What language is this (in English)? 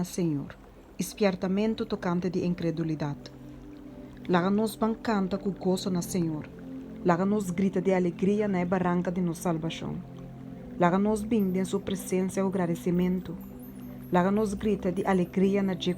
Papiamento